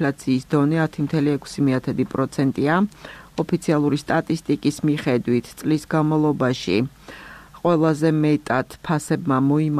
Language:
Georgian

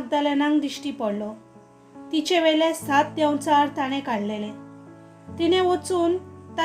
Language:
Konkani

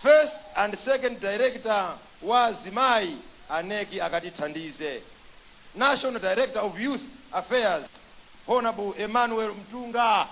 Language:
Nyanja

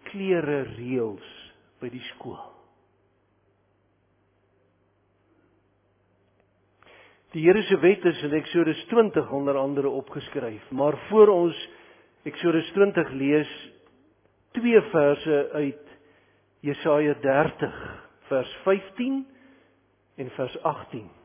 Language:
Afrikaans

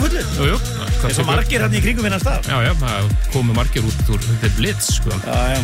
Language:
Icelandic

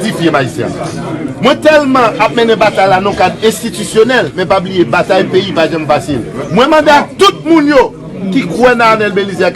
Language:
Haitian Creole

